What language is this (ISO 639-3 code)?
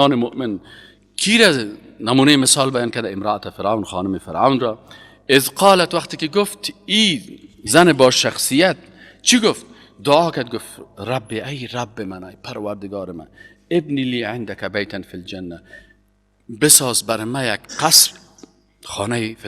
fas